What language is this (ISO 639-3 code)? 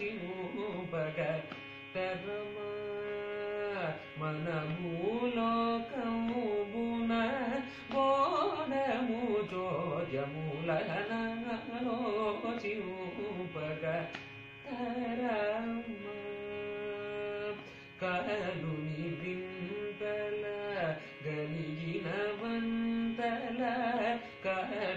tel